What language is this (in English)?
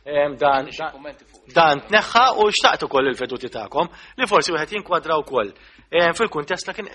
Maltese